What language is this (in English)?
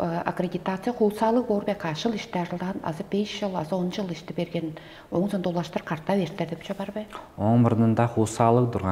Tuvinian